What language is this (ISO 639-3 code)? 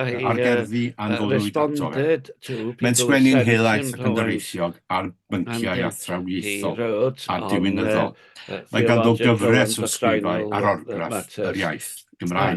cym